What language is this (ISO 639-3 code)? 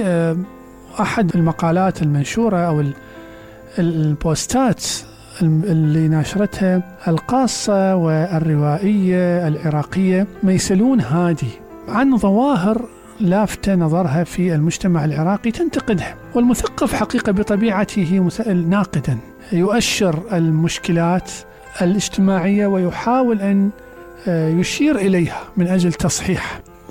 acm